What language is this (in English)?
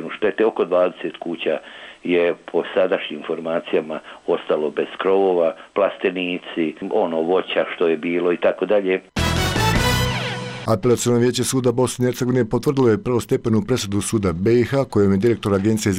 Bosnian